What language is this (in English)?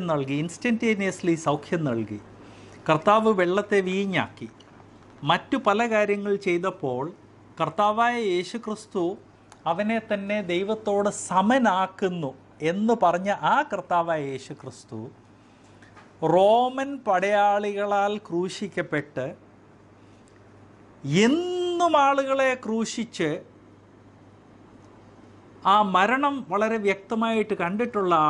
Malayalam